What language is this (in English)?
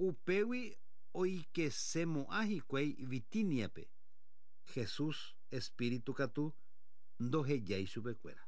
Guarani